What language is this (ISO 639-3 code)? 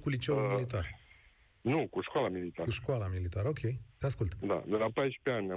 ron